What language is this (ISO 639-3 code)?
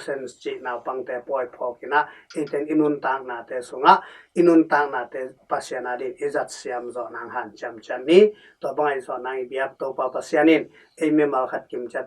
ctd